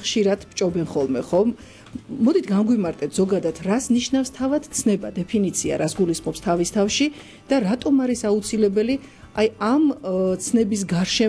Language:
Georgian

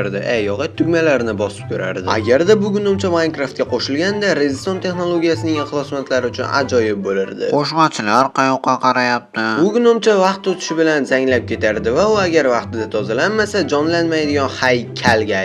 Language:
Uzbek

